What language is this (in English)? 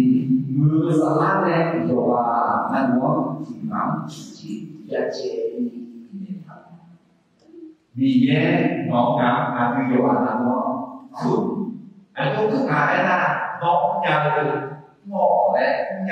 Akha